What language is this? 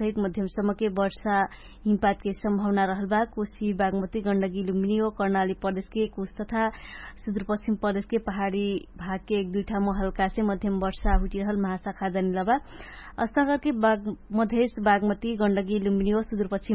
Dangaura Tharu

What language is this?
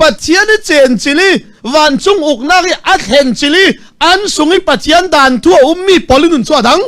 Falam Chin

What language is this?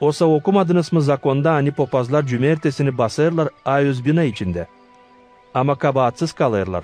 Gagauz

